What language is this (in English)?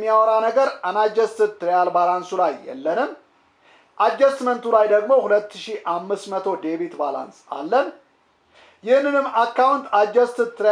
Amharic